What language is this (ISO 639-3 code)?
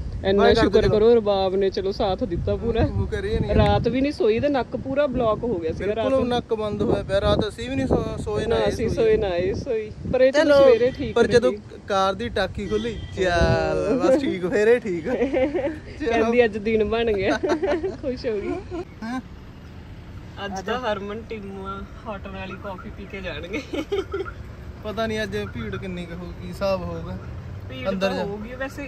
pan